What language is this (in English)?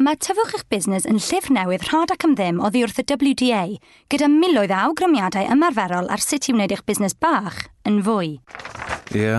Welsh